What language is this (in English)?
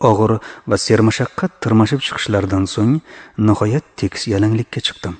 Uzbek